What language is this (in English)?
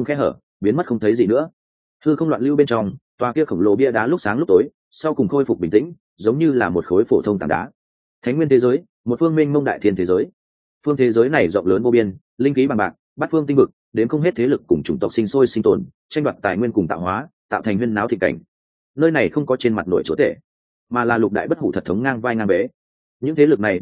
Vietnamese